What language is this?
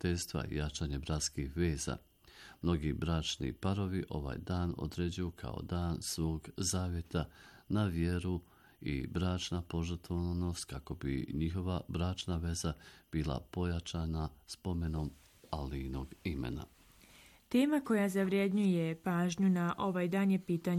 Bosnian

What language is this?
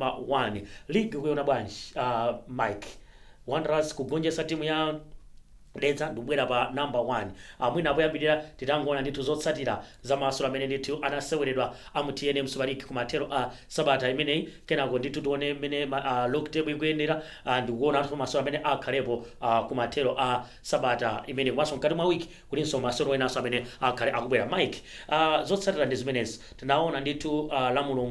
Nyanja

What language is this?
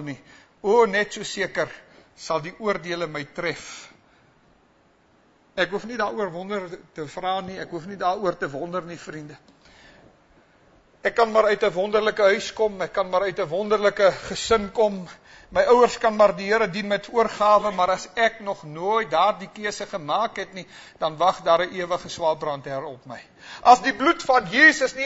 Afrikaans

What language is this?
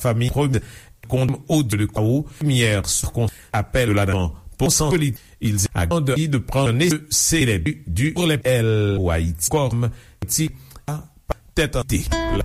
Haitian Creole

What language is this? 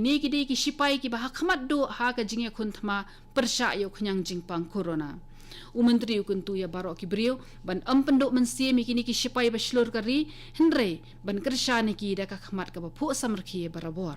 Khasi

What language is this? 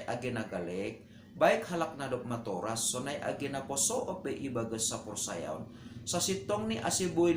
Batak Simalungun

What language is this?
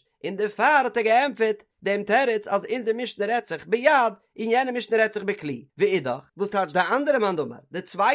Yiddish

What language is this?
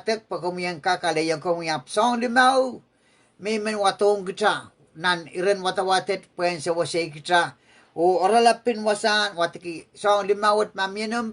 Pohnpeian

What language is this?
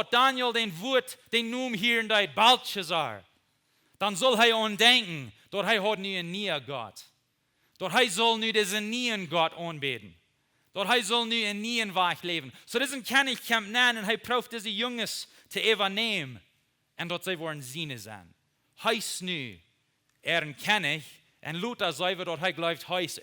Plautdietsch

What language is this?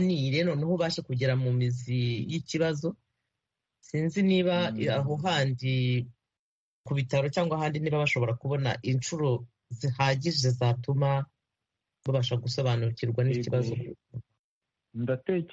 Kinyarwanda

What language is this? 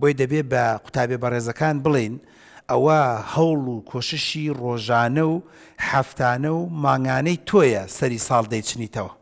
Central Kurdish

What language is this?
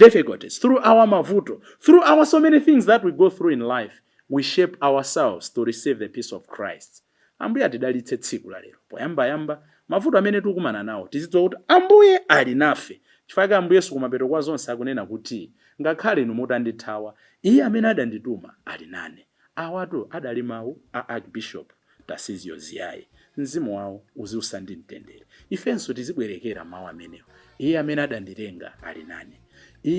Nyanja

